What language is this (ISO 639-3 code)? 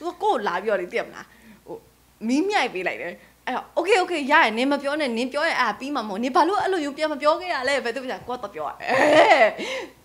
mya